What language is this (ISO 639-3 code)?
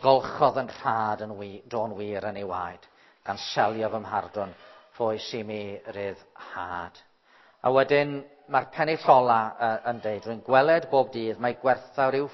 cym